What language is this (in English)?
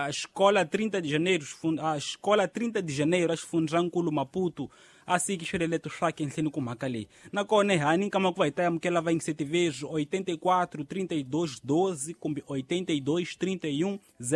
Tsonga